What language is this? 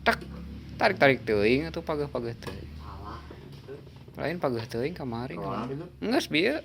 Sundanese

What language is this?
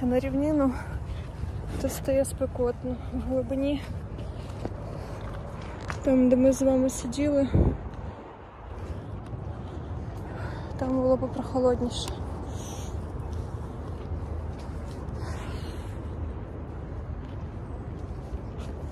Ukrainian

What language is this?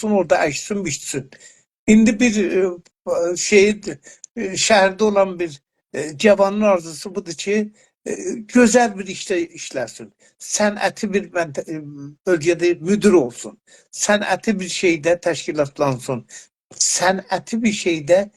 South Azerbaijani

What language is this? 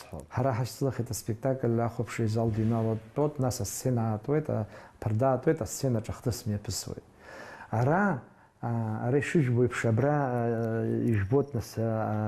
Abkhazian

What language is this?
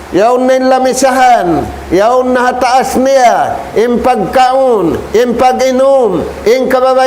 Tausug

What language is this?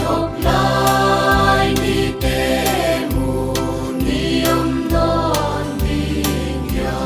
Paite Chin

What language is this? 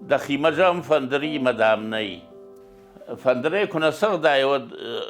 Ossetic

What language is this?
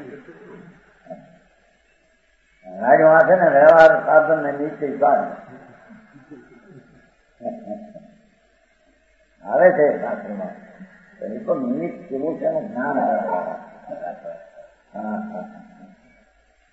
Gujarati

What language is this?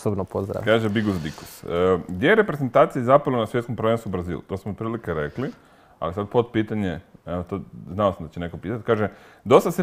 Croatian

